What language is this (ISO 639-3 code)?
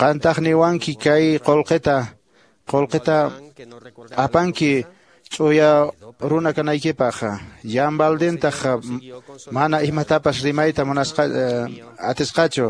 que